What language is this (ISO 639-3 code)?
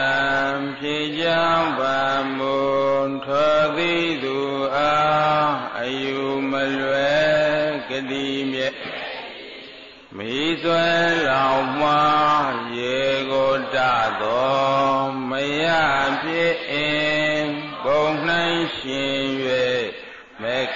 mya